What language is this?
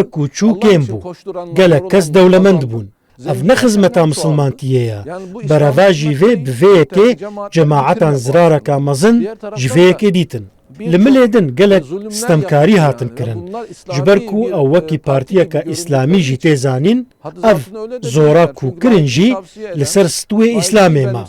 Kurdish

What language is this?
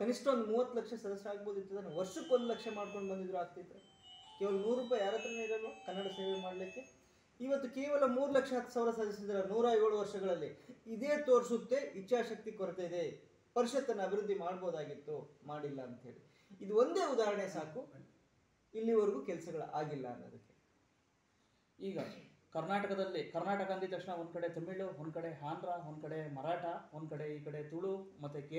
Kannada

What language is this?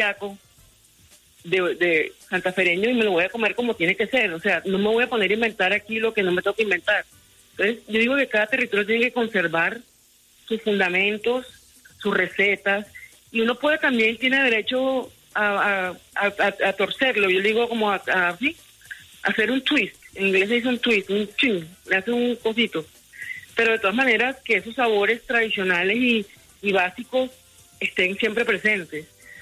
Spanish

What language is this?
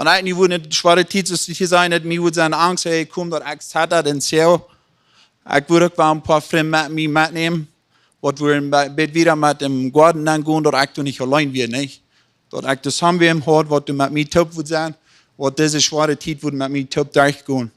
Plautdietsch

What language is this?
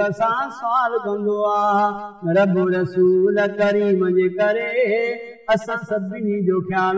Saraiki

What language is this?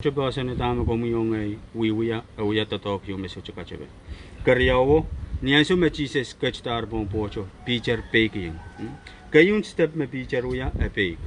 Pohnpeian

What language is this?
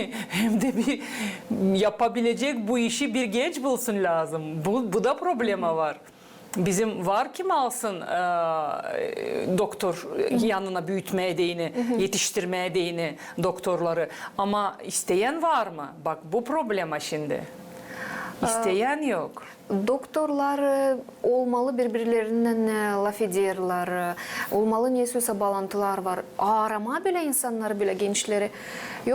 Gagauz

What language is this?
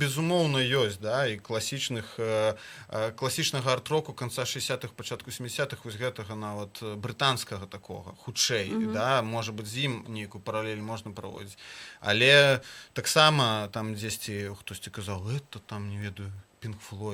Belarusian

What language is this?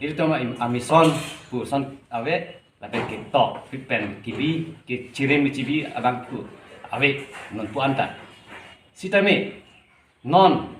Karbi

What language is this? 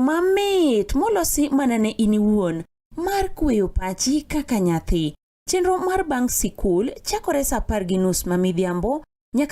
Luo (Kenya and Tanzania)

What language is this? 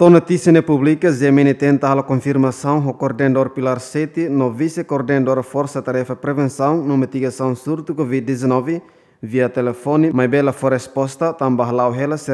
Tetum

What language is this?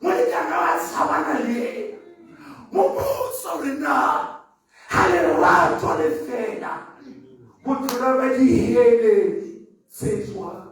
Southern Sotho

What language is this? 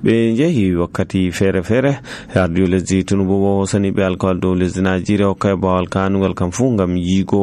Nigerian Fulfulde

